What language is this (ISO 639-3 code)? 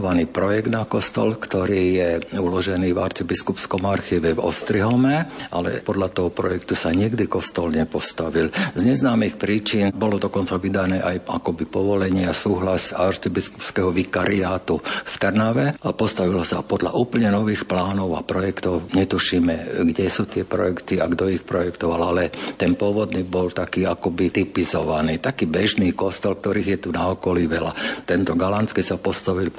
slk